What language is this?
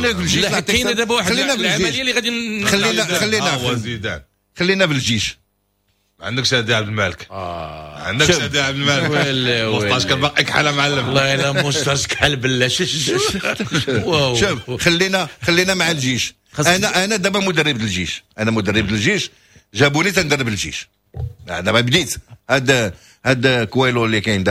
Moroccan Arabic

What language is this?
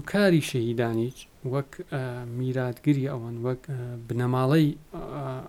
Central Kurdish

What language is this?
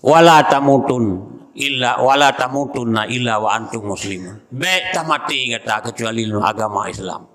Achinese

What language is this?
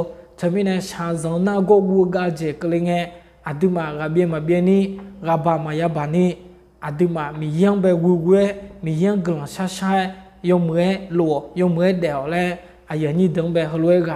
Akha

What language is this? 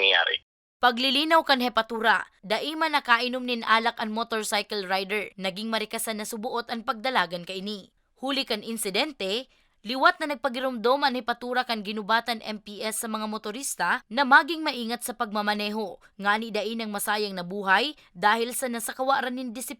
Bikol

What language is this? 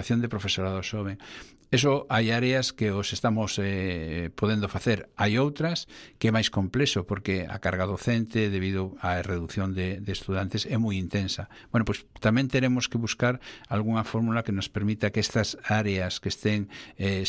Galician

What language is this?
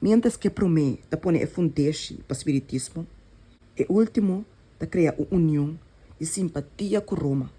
Papiamento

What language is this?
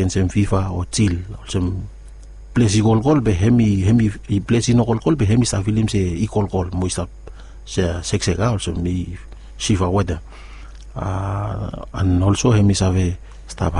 Bislama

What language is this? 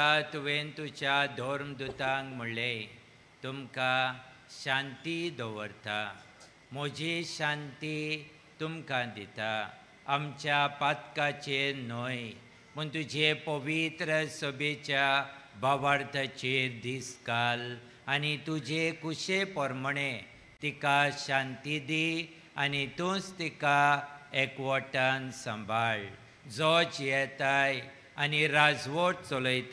Konkani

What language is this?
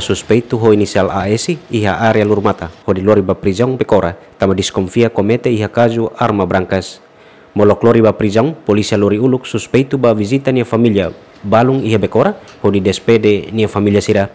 Tetum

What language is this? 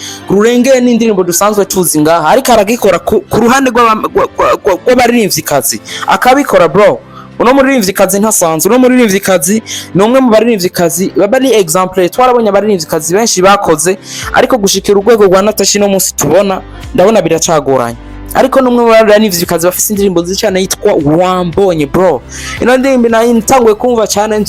Rundi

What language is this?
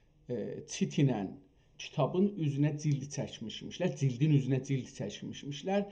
South Azerbaijani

